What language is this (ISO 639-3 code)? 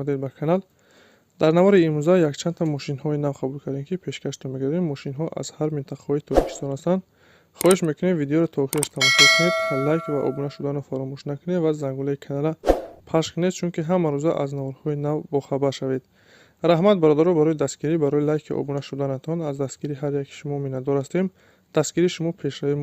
tgk